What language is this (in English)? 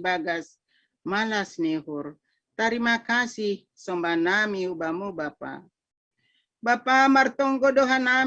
Batak Simalungun